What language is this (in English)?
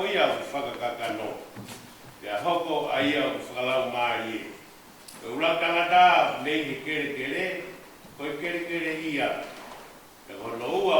Tongan